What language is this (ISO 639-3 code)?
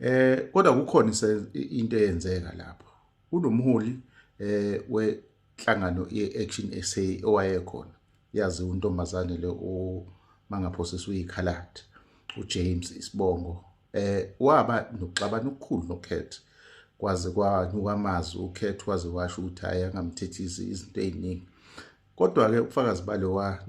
zul